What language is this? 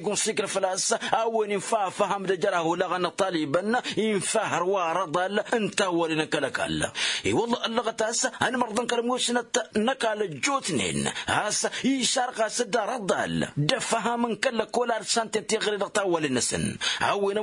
Tamasheq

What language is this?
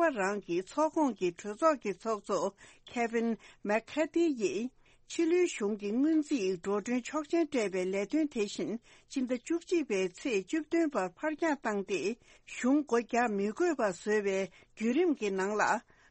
Tibetan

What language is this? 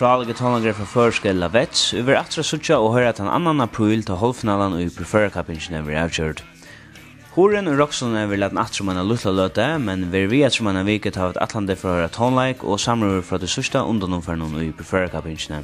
Faroese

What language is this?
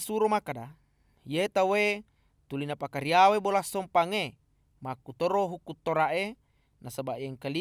Buginese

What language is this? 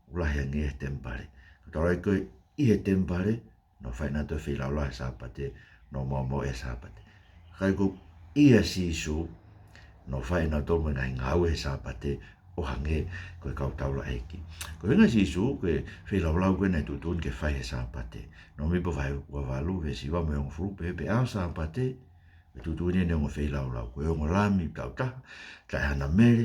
Tongan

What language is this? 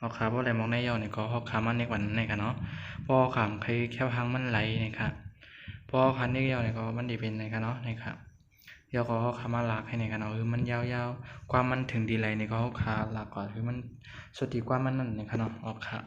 Shan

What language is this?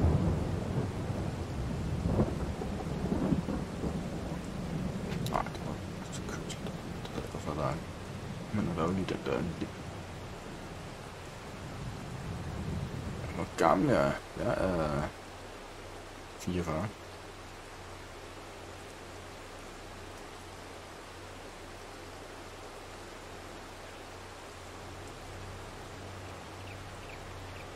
Danish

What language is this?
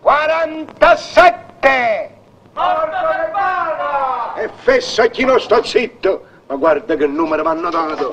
Neapolitan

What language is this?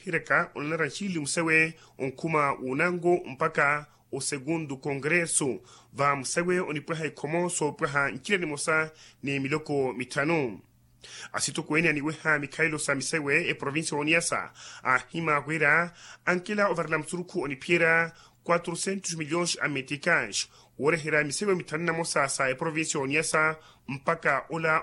Makhuwa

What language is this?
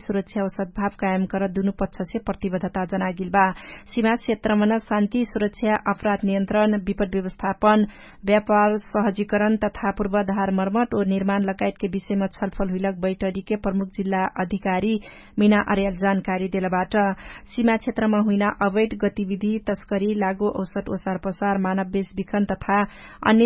Dangaura Tharu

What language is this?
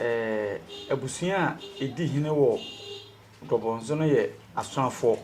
Akan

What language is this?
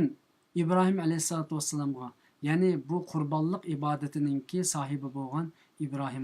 Uyghur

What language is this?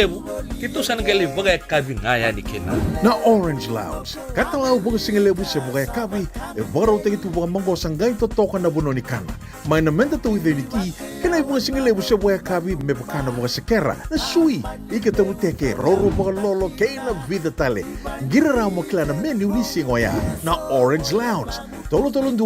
Fijian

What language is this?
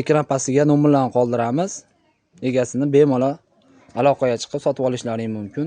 Uzbek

